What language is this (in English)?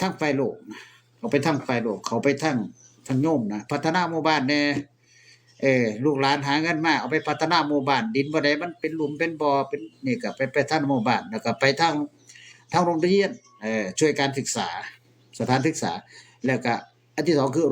Northeastern Thai